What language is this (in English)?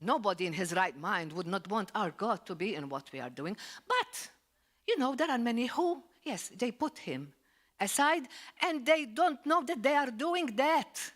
English